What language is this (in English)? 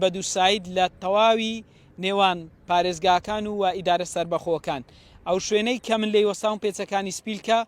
Central Kurdish